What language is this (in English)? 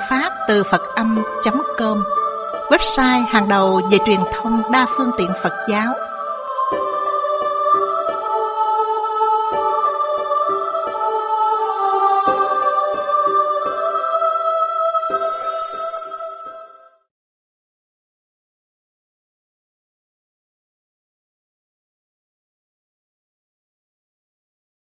Vietnamese